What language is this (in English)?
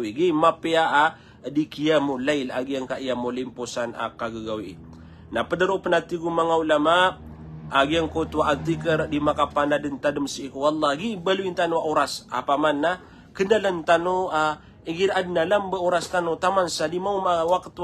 Maranao